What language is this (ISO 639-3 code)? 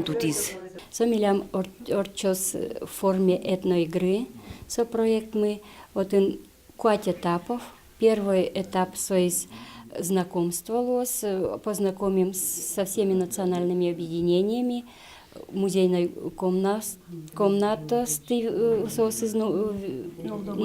udm